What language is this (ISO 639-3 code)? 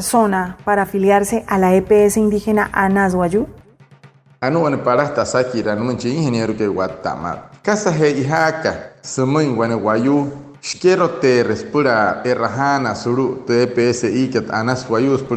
guc